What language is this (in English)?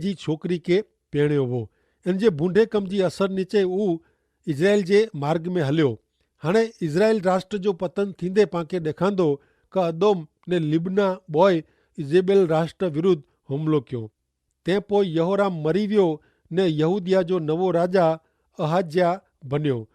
Kachhi